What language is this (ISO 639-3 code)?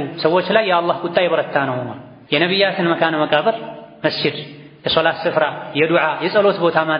amh